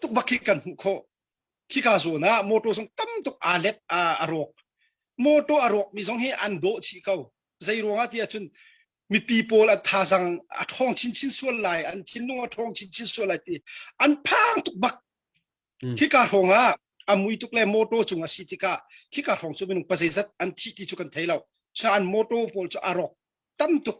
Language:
Hakha Chin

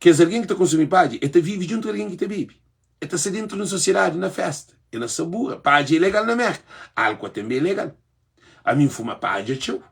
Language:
Kabuverdianu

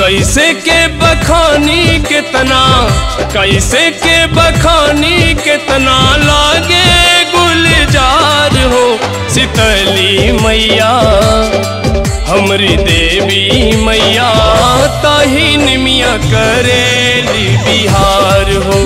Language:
Bhojpuri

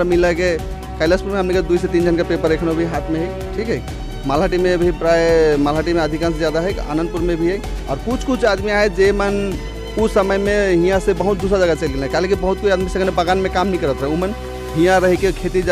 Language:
Sadri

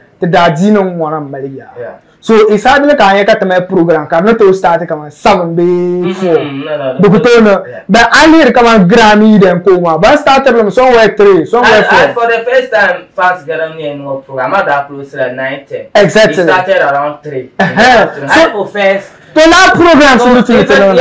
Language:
Dagbani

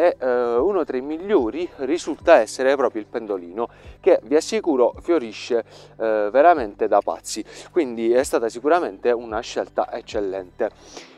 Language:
Italian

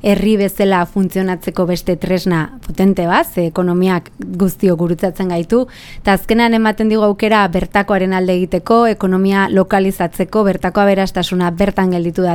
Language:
Basque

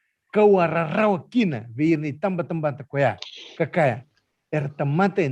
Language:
Fijian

